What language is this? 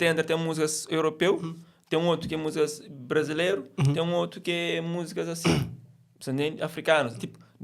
Kabuverdianu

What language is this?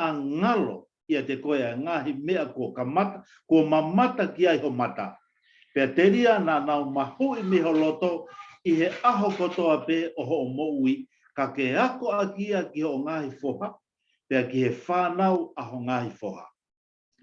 Tongan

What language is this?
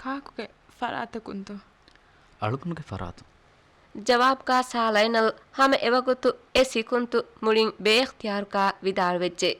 Divehi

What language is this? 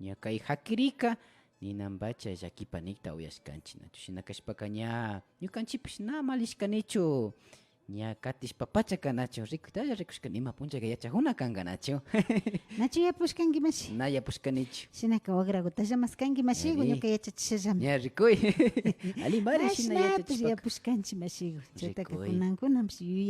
Imbabura Highland Quichua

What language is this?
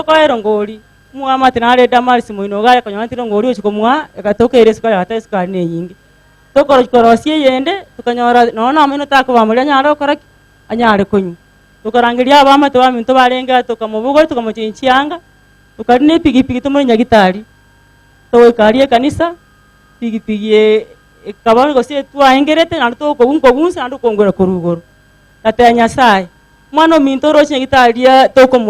Gusii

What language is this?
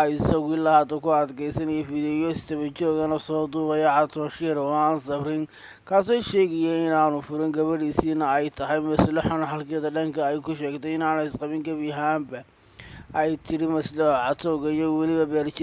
Somali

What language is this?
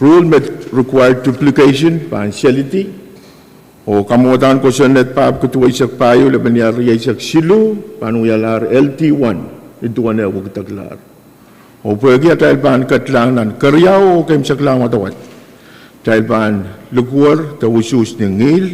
Pohnpeian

